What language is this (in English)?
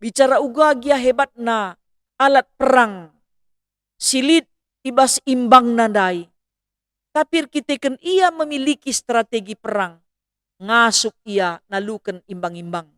Batak Karo